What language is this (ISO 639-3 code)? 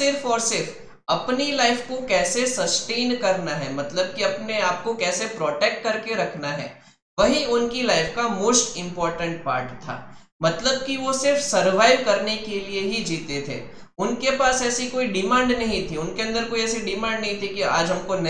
hin